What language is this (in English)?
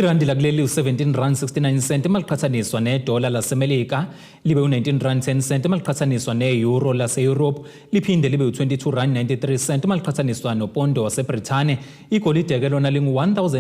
Zulu